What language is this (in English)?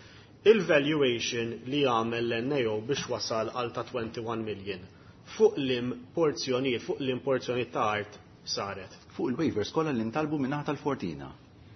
Maltese